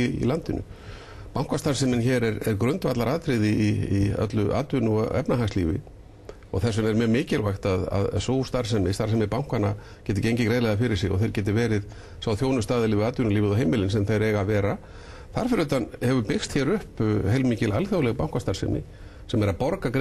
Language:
Icelandic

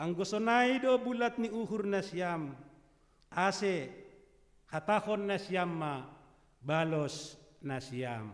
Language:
Batak Simalungun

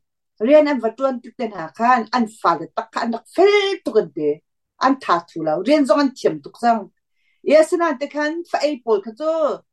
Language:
Hakha Chin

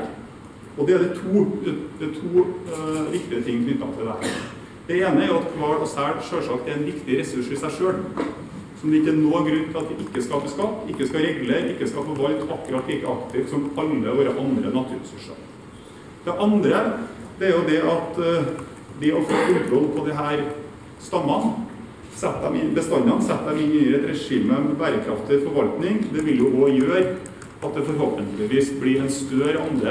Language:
Norwegian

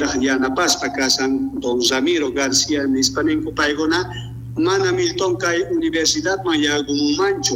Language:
South Bolivian Quechua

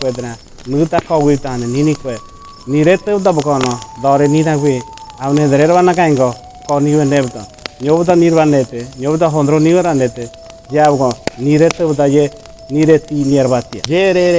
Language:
Ngäbere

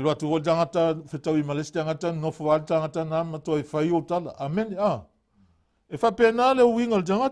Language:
Samoan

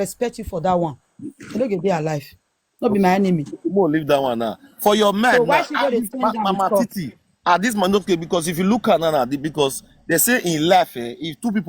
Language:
Nigerian Pidgin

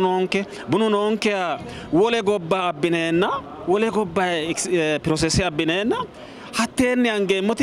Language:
Sidamo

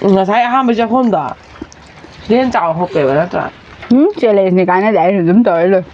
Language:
Manipuri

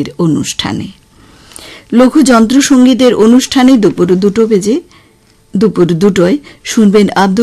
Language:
Bangla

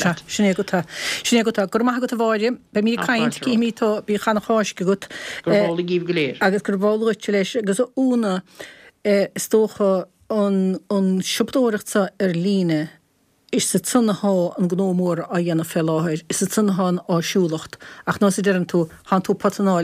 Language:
Irish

